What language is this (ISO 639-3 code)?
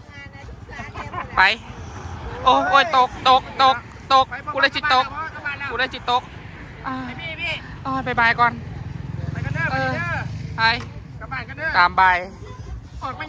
lao